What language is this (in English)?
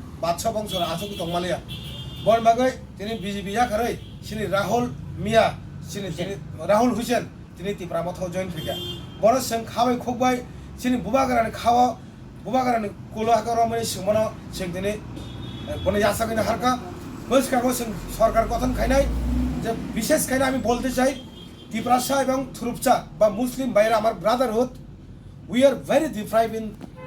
Kok Borok